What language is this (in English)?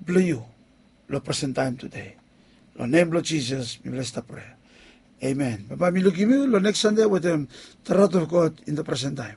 Bislama